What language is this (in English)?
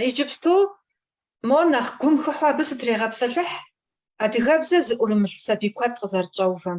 Kabardian